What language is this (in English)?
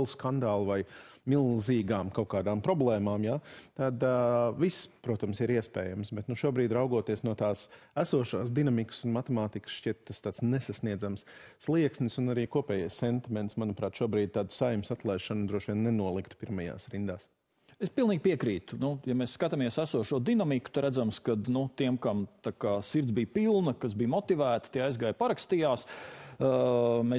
Latvian